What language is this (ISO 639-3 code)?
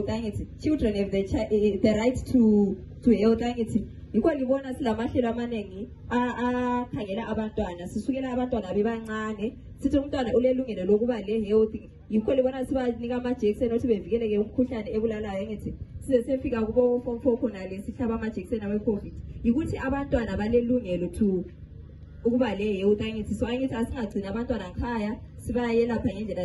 nde